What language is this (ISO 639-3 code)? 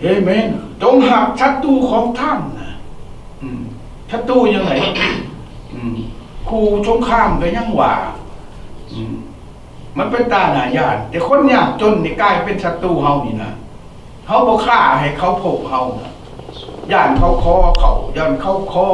lao